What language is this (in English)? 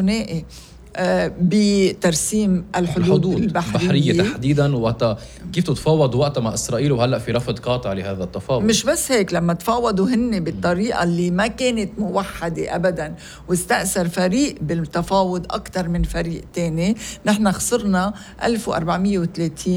North Levantine Arabic